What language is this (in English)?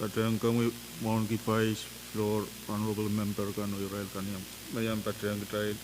Pohnpeian